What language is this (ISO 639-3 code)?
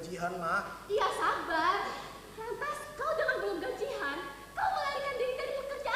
bjn